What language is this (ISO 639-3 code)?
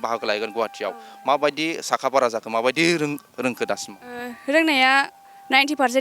brx